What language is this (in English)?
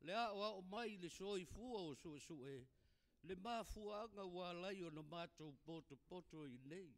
Samoan